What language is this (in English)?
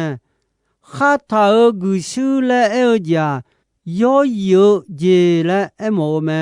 Akha